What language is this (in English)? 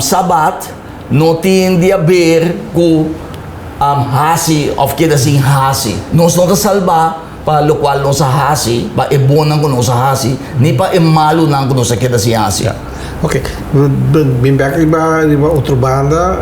Papiamento